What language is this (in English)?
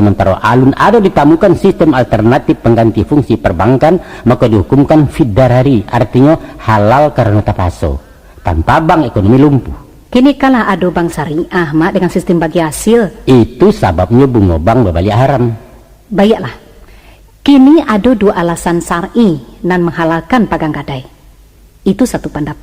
Minangkabau